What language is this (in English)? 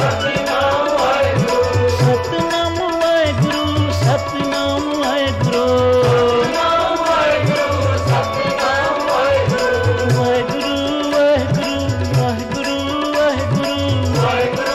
Punjabi